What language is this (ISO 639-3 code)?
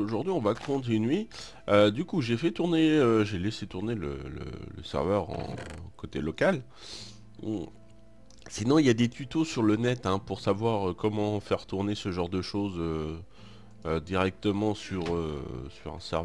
fra